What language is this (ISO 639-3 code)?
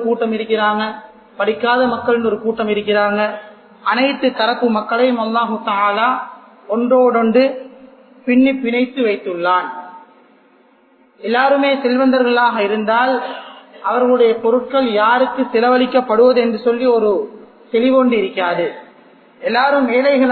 tam